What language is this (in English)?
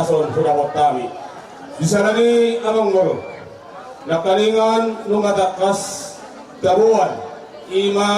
Batak Toba